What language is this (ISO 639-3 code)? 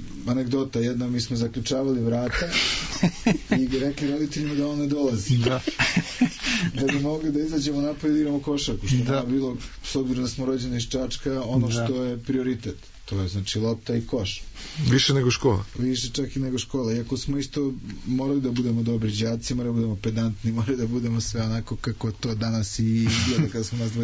srp